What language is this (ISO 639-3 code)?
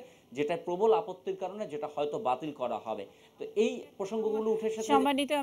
ben